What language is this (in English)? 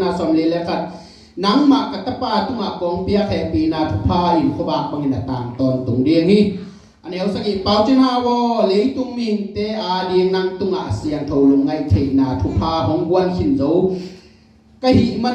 Tedim Chin